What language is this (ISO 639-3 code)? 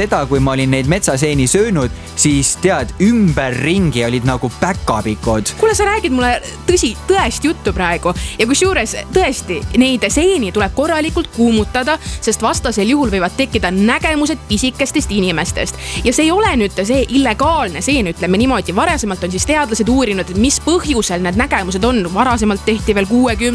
est